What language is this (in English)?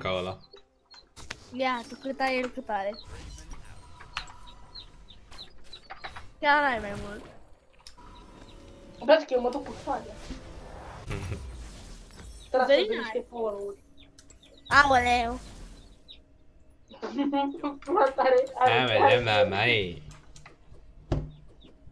Romanian